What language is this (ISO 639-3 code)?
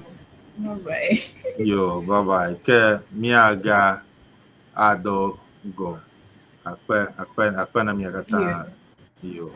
ewe